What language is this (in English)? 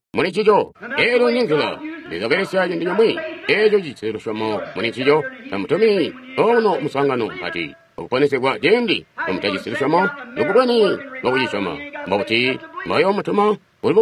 Tonga (Zambia)